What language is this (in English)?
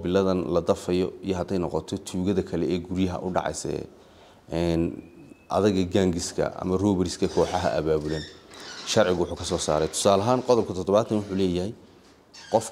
Somali